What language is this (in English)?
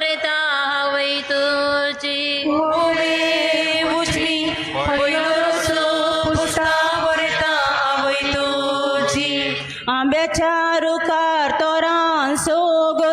Konkani